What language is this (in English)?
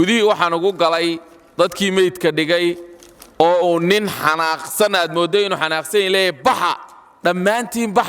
Somali